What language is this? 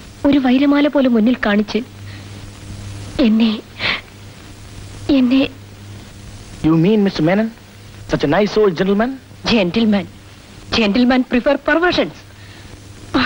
Malayalam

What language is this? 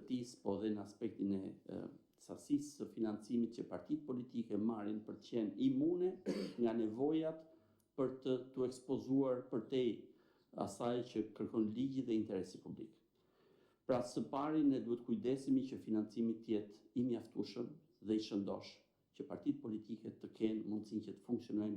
Albanian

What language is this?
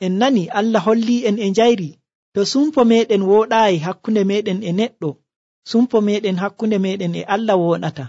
Nigerian Fulfulde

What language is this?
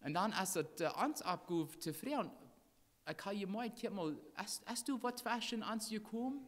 Plautdietsch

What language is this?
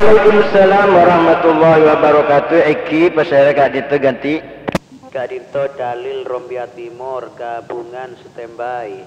Madurese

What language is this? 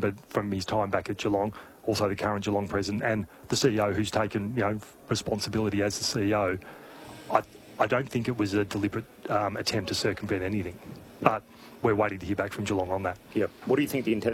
English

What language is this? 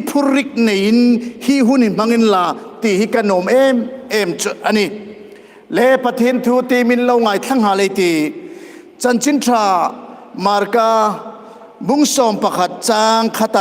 Hmar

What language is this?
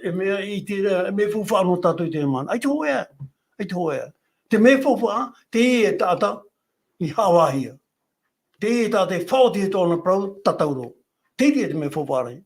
Tahitian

